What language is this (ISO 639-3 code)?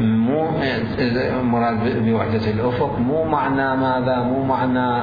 acm